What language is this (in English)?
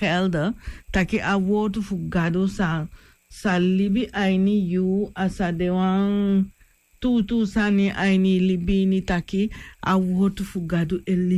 Sranan Tongo